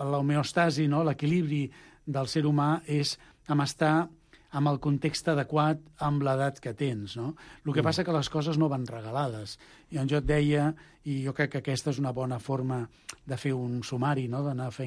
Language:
Catalan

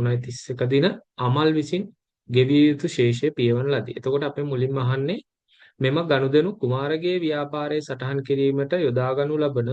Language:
Sinhala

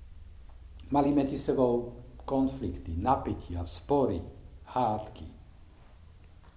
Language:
Slovak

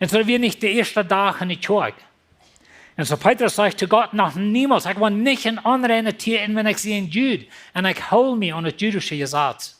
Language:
Plautdietsch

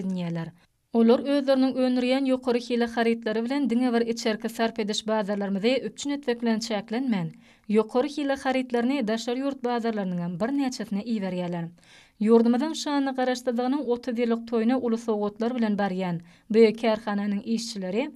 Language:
Turkmen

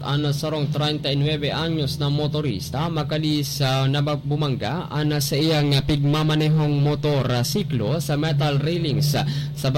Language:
Bikol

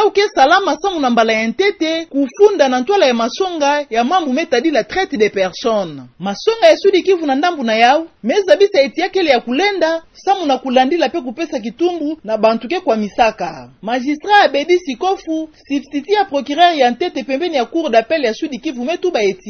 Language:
Kituba (Democratic Republic of Congo)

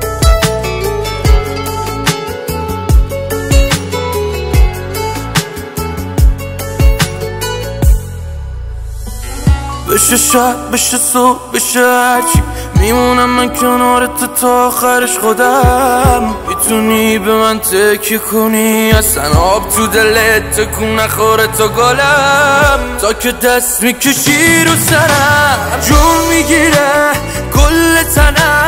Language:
Persian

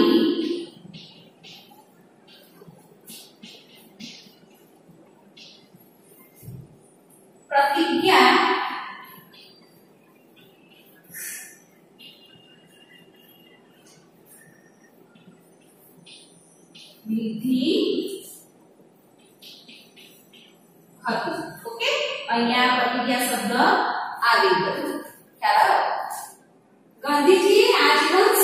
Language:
Gujarati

